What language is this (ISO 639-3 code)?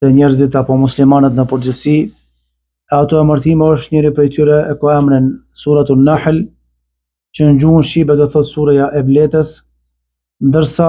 sqi